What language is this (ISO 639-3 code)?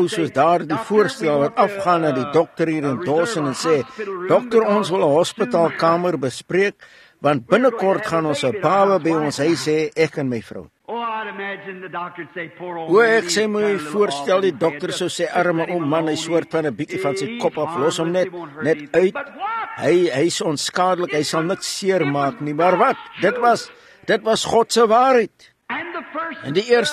afr